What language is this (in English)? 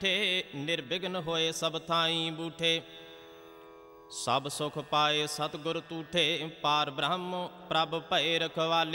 Punjabi